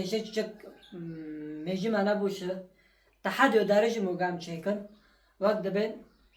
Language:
Kurdish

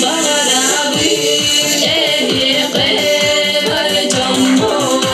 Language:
Yakut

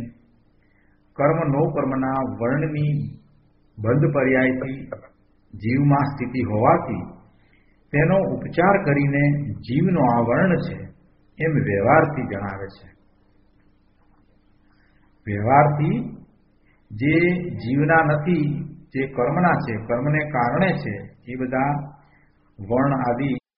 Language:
Gujarati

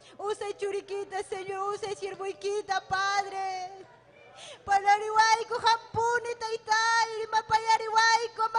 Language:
Ayacucho Quechua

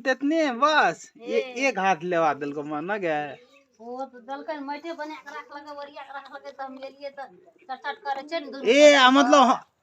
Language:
Maithili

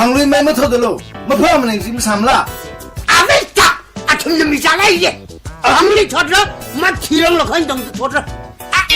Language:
Tangkhul Naga (India)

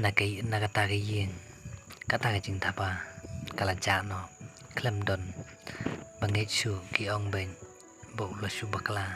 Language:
Khasi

